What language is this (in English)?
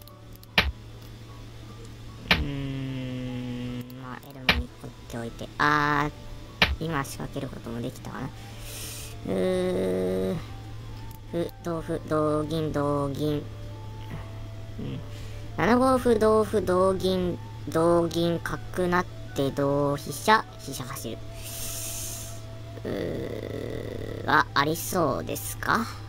Japanese